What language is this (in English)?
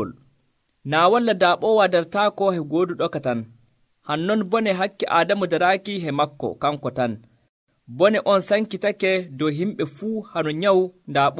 Nigerian Fulfulde